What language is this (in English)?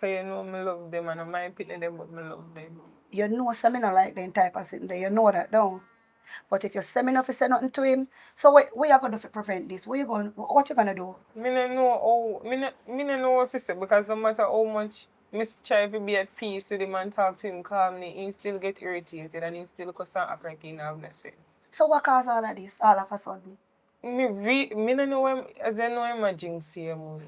Jamaican Creole English